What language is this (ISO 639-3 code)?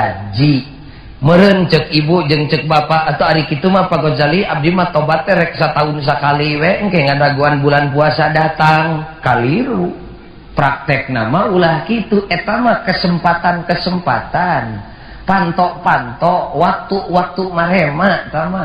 sun